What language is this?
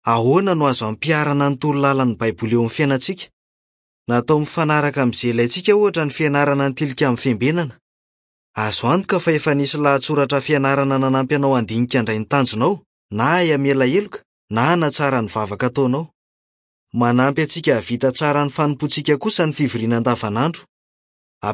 Malagasy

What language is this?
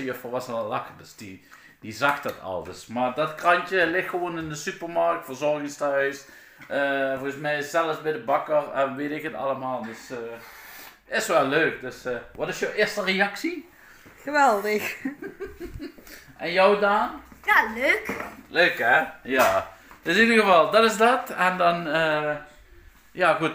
Dutch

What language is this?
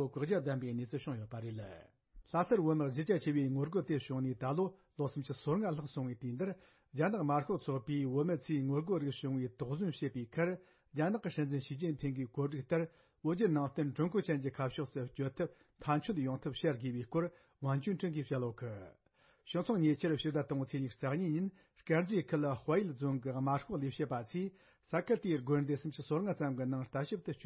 Tibetan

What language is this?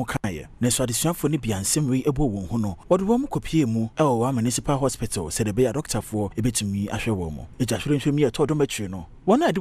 Akan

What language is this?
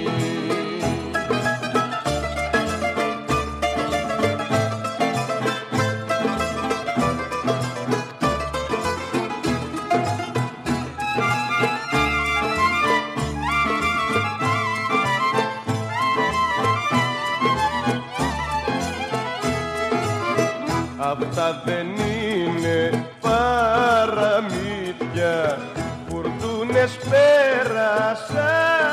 Greek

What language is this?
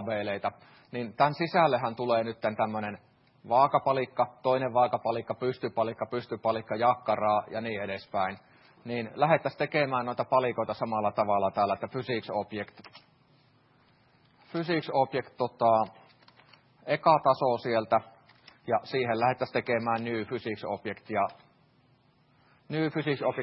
Finnish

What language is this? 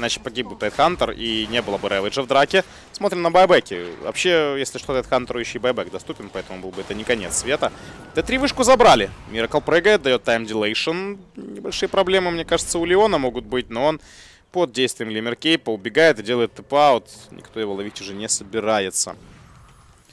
Russian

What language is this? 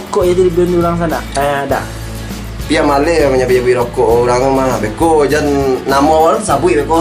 Minangkabau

